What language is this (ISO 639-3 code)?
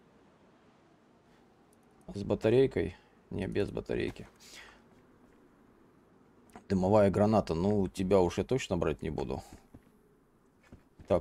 rus